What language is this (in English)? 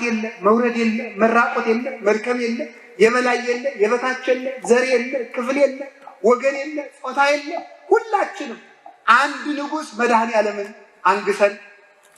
Amharic